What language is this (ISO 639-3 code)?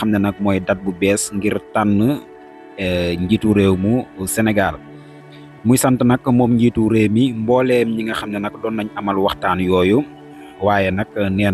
wol